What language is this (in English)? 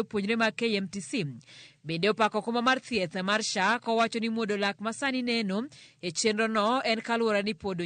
Luo (Kenya and Tanzania)